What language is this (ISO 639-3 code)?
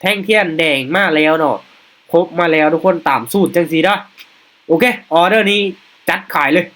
lao